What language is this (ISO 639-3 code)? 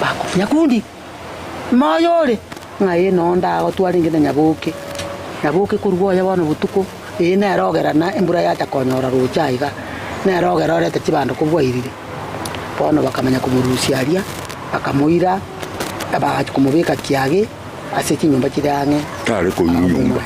guz